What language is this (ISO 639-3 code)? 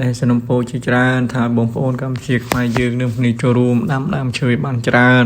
khm